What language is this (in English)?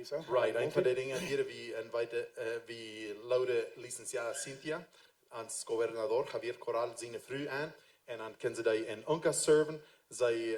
Plautdietsch